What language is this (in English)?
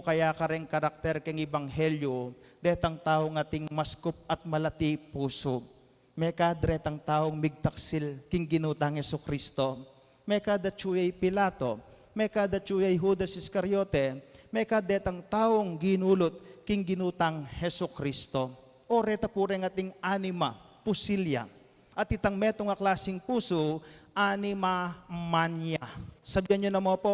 Pampanga